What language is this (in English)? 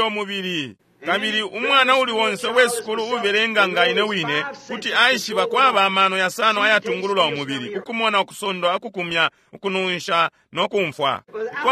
Bemba